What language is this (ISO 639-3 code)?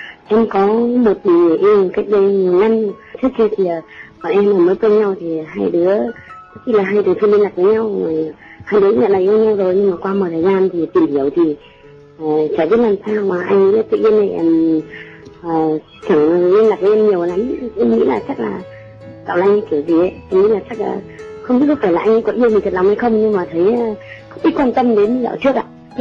vie